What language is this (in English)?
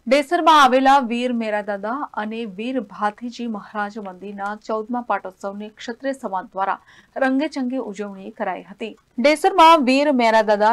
Gujarati